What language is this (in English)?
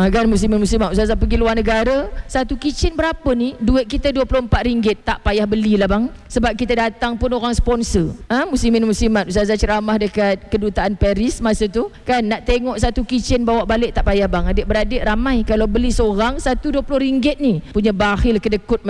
Malay